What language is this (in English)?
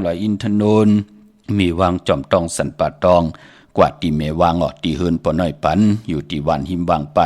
Shan